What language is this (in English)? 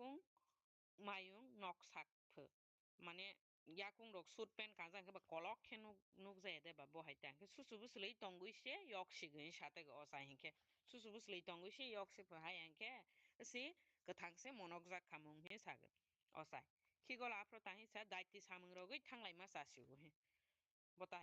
Kok Borok